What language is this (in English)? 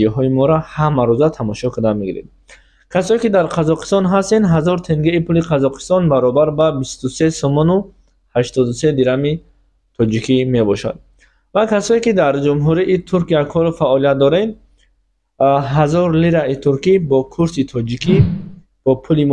Tajik